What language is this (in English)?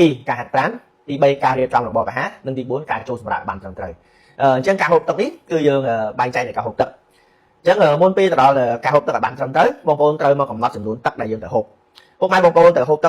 Khmer